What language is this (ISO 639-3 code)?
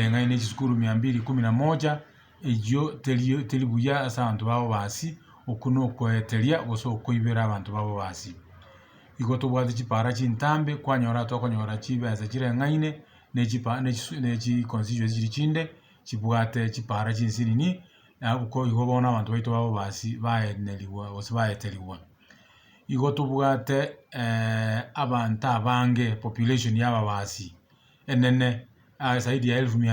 guz